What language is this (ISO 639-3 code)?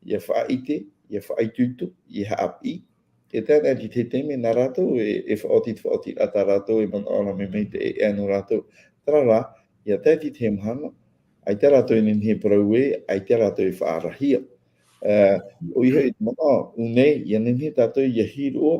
tah